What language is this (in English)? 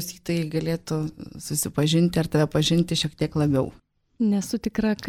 Lithuanian